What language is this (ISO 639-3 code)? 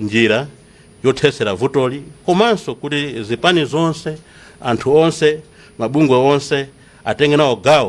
nya